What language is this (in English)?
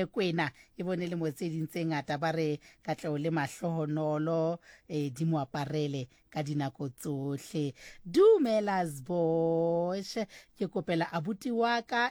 Southern Sotho